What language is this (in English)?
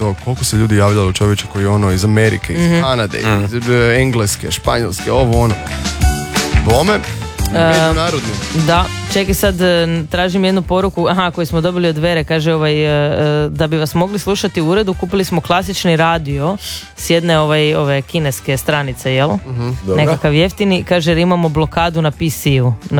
Croatian